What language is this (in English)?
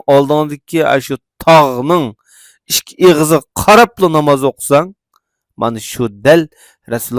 Uyghur